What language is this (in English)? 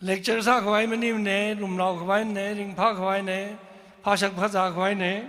Tangkhul Naga (India)